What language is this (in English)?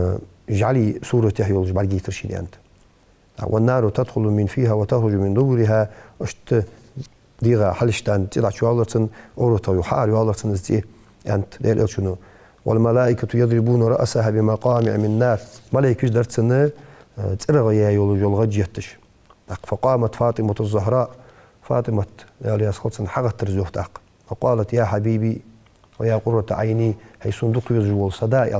Ingush